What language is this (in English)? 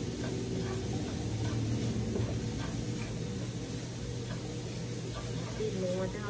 Thai